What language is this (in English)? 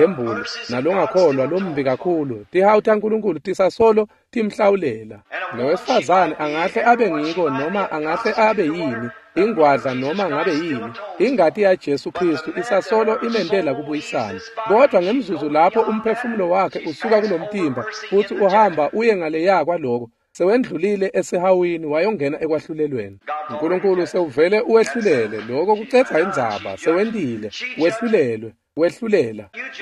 Swati